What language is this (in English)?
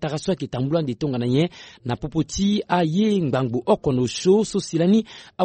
Sango